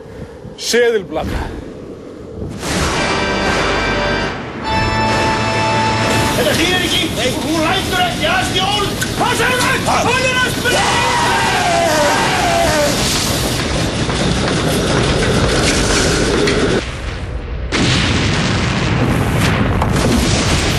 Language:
Icelandic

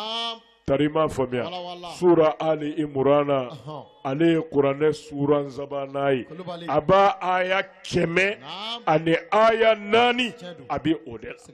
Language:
Bambara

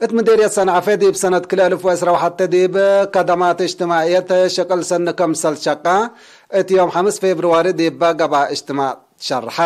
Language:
Tigre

